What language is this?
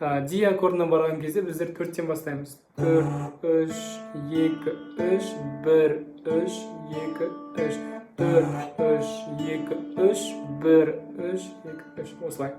Kazakh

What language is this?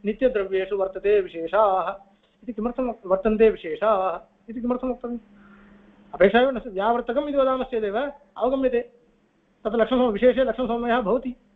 Sanskrit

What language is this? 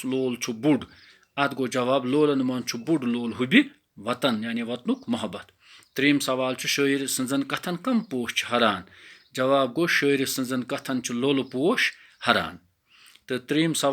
Kashmiri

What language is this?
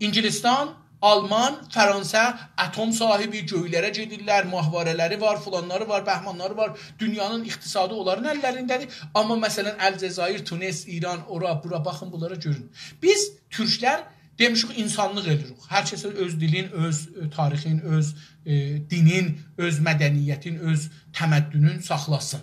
South Azerbaijani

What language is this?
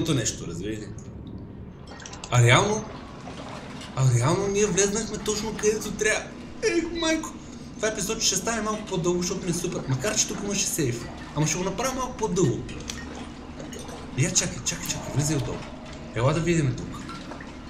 Bulgarian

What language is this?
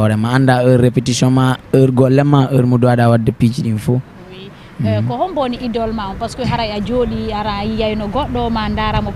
Fula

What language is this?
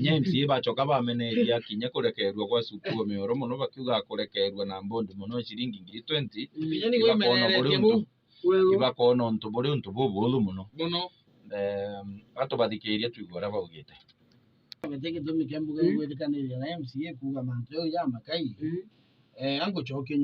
Meru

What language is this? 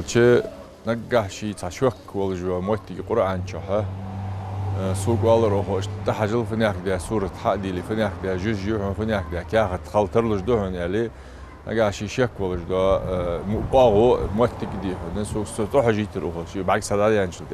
Ingush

